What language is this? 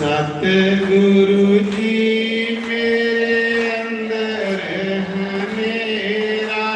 Dogri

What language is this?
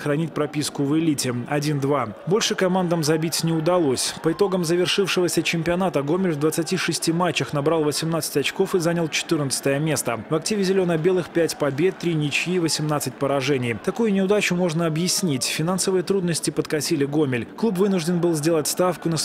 Russian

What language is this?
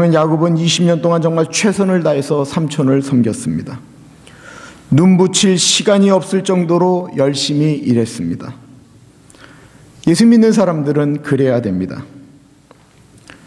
Korean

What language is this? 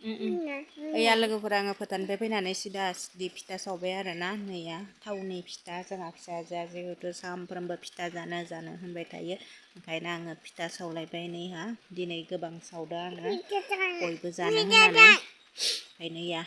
Bodo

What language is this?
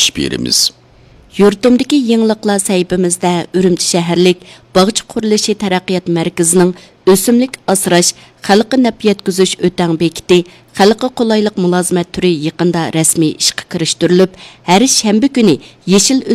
Uyghur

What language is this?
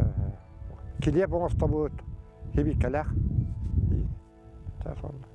Yakut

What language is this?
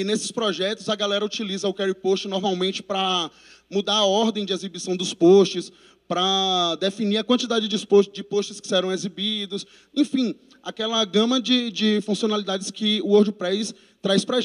Portuguese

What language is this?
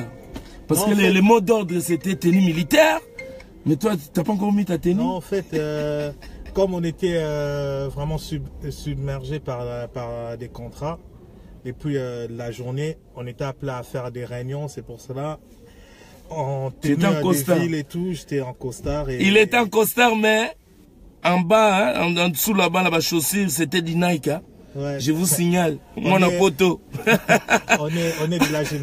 French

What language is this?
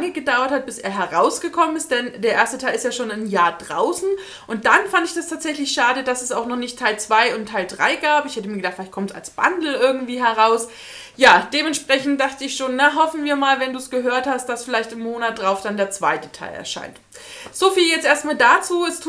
German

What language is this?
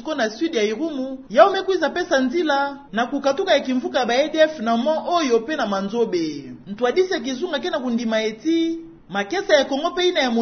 Kituba (Democratic Republic of Congo)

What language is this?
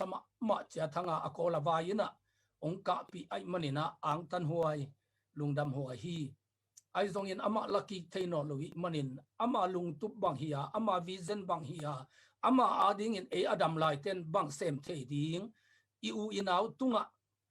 Tedim Chin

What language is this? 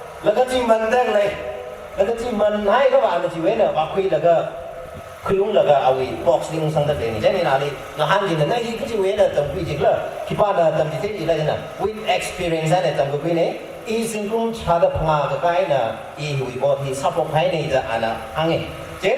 Tangkhul Naga (India)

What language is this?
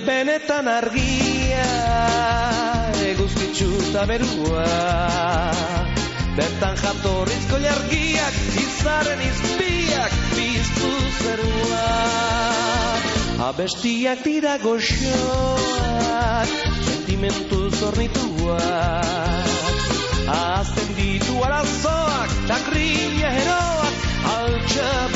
Basque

